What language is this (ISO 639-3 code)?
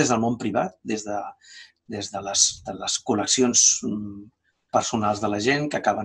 cat